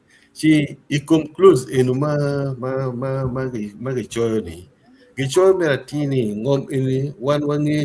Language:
Acoli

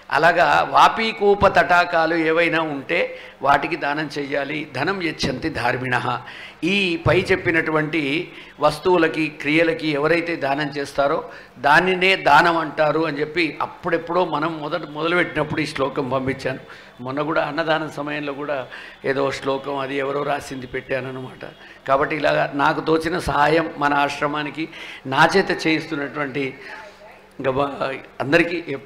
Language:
Telugu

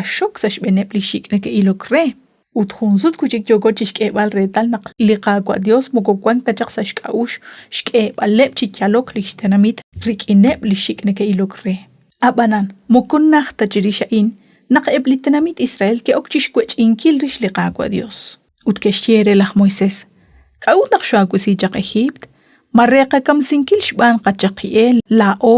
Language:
Kekchí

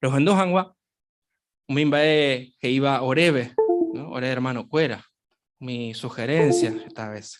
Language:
Guarani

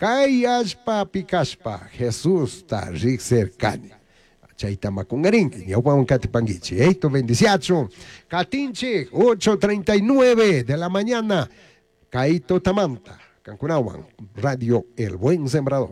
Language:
Chimborazo Highland Quichua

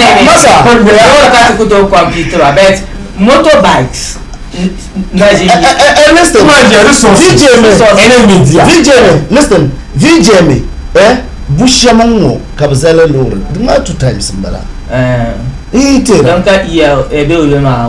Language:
Dagbani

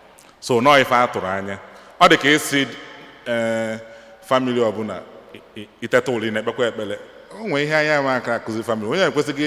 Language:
Igbo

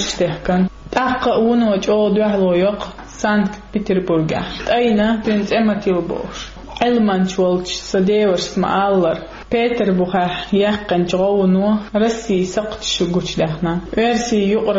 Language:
Chechen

